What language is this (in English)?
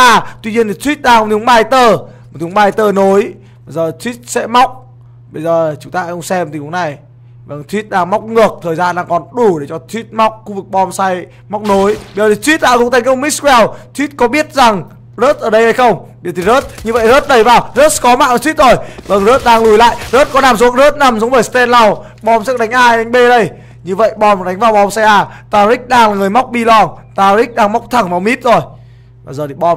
Vietnamese